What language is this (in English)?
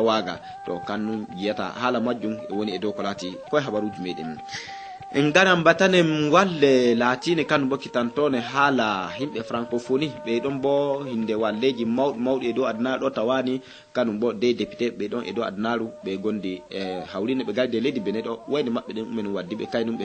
Fula